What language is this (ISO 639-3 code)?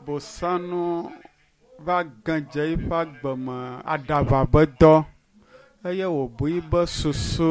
ewe